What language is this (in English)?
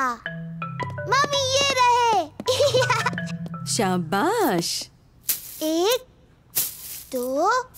Hindi